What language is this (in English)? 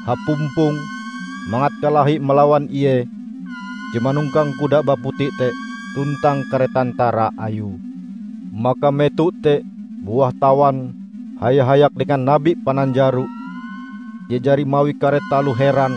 Ngaju